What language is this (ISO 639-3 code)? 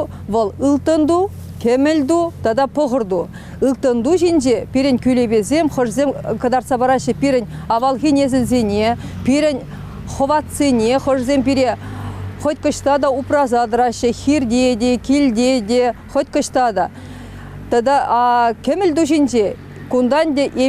chv